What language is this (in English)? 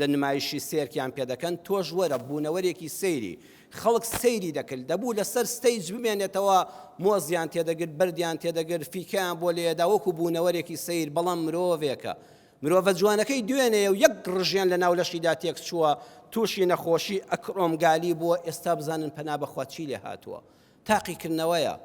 Central Kurdish